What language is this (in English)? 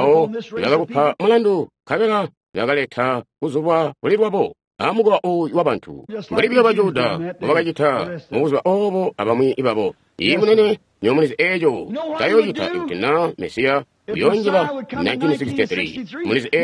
Tonga (Zambia)